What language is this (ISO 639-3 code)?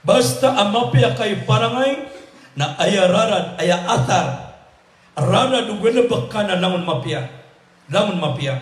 mrw